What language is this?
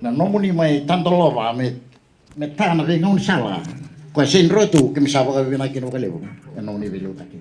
Fijian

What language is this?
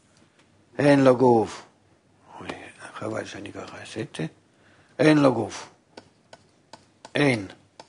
Hebrew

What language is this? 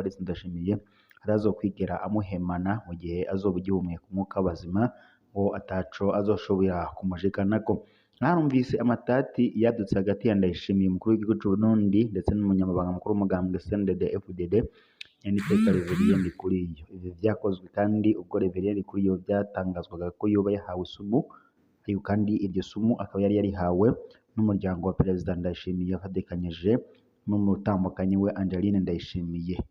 Rundi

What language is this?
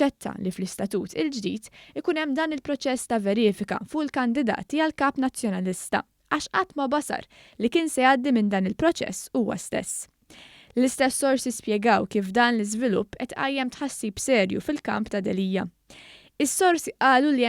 Maltese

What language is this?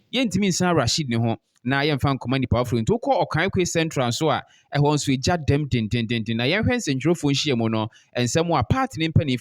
Akan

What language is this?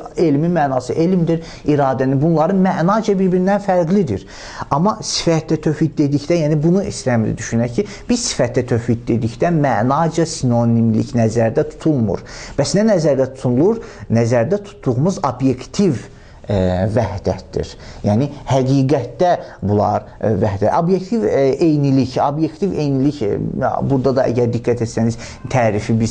Azerbaijani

